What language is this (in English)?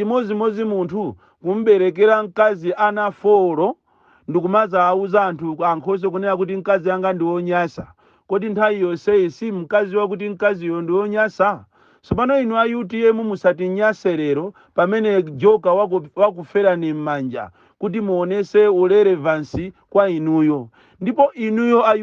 Nyanja